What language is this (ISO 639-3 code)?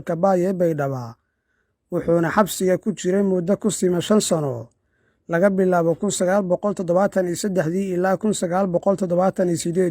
som